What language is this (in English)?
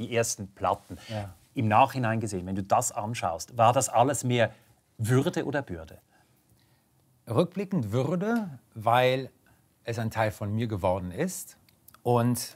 German